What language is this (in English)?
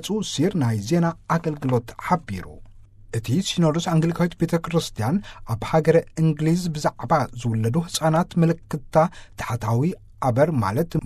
Tigrinya